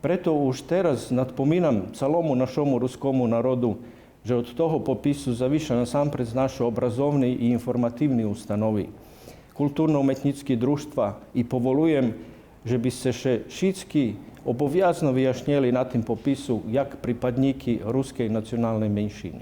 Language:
Rusyn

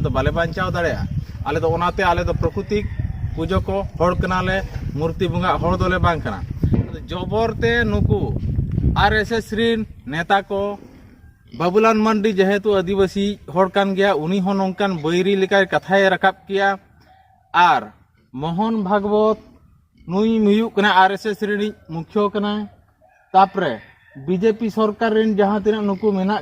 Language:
Santali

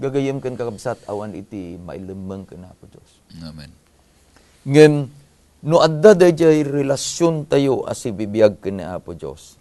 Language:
Iloko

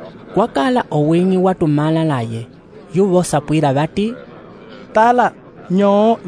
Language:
Umbundu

